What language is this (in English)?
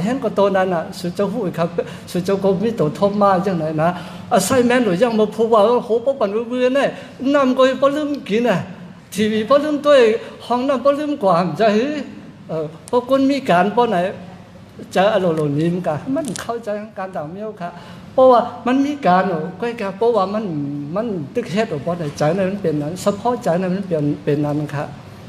Shan